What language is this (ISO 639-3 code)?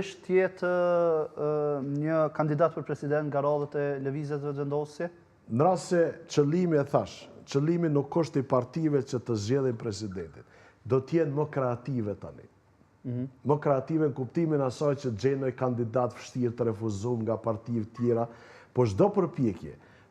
sqi